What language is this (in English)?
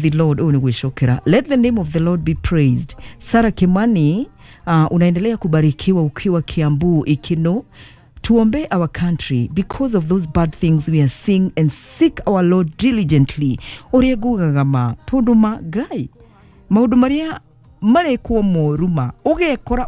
Kikuyu